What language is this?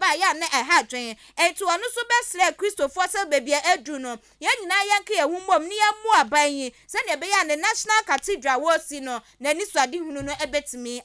Akan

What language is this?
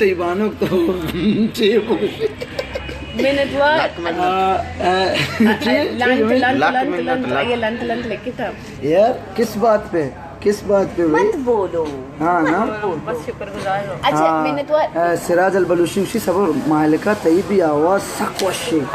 Baluchi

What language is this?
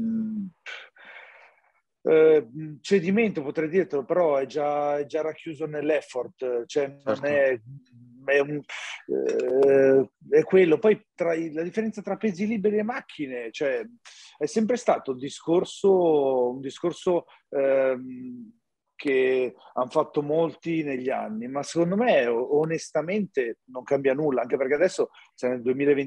Italian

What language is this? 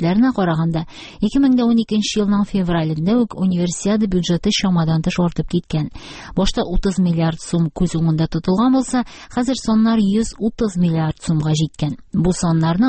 Tatar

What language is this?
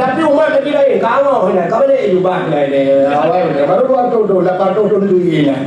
Achinese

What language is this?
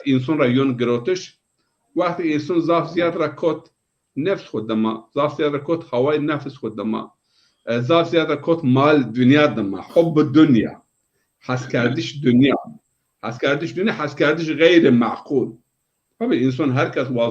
Zaza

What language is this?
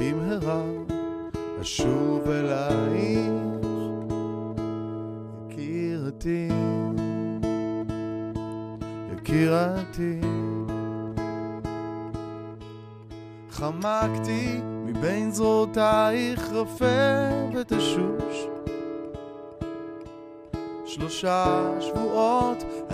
Hebrew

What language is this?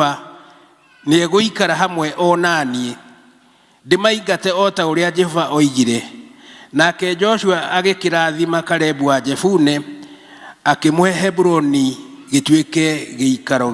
Kikuyu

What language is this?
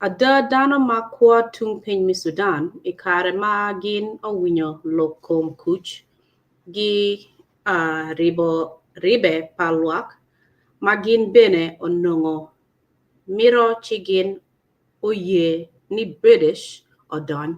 Acoli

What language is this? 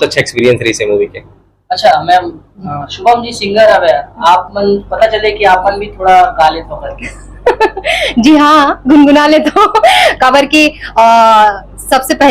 Chhattisgarhi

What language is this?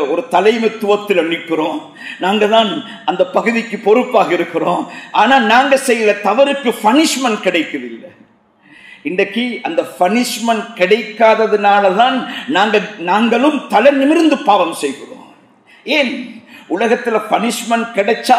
Tamil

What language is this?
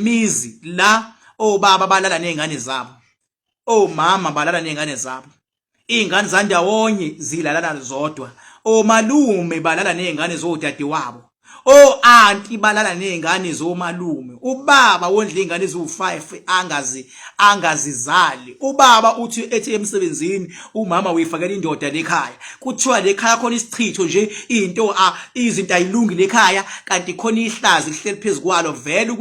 Zulu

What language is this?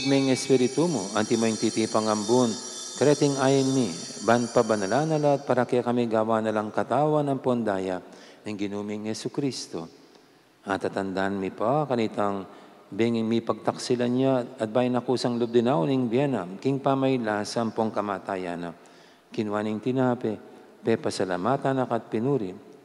Pampanga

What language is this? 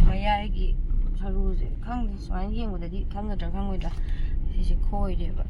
Manipuri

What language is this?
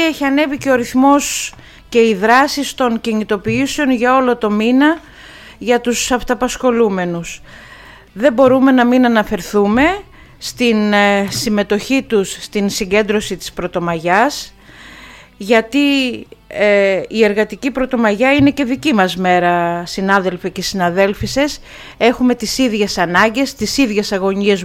Greek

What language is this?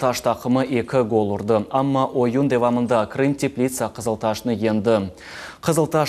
Crimean Tatar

